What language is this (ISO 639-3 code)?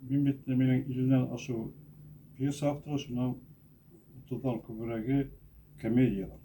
bak